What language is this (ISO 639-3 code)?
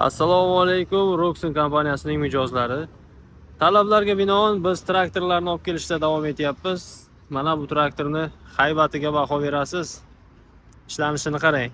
uzb